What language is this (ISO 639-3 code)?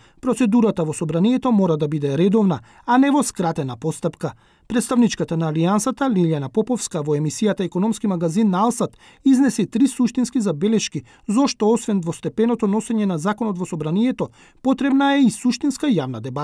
mkd